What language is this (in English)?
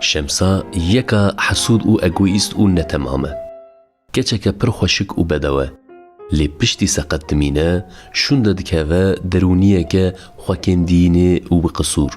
Kurdish